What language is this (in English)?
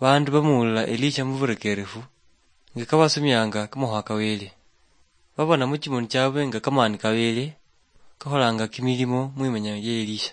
Luyia